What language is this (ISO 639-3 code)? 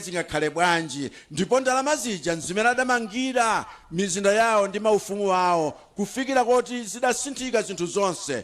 nya